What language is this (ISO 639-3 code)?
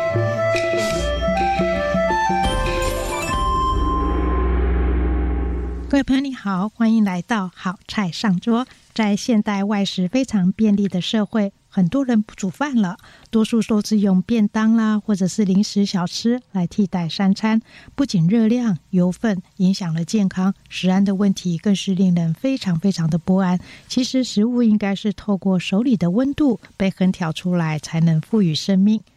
zho